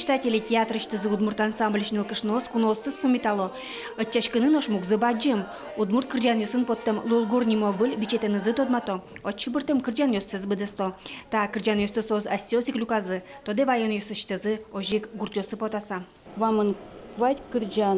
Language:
Udmurt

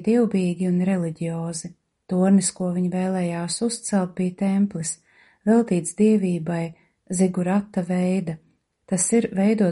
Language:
Latvian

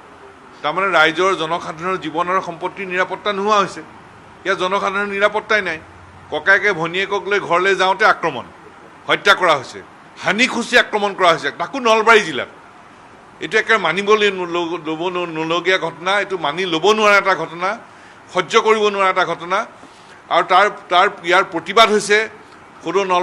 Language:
Assamese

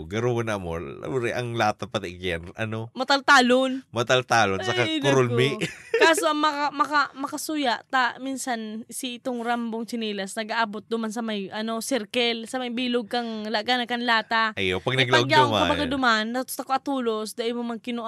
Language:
Bikol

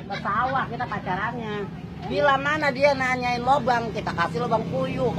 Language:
Betawi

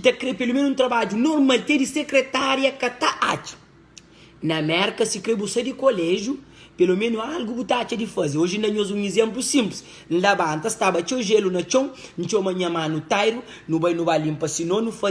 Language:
Kabuverdianu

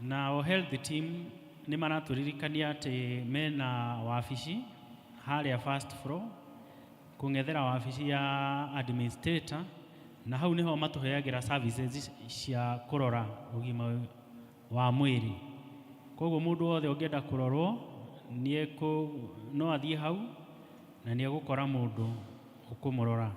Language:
Kikuyu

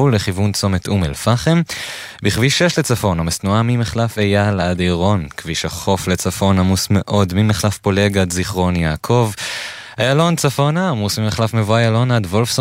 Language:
Hebrew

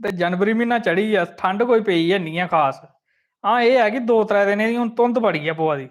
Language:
Dogri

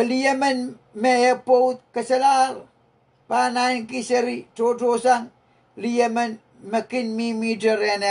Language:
Pohnpeian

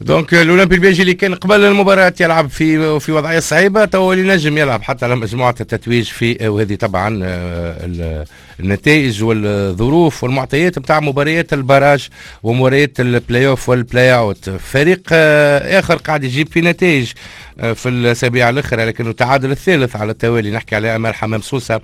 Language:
Tunisian Arabic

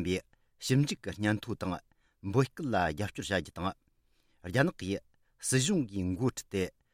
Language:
Tibetan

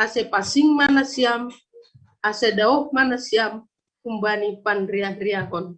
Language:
Batak Simalungun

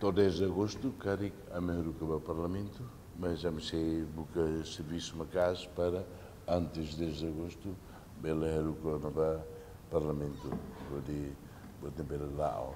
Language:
Tetum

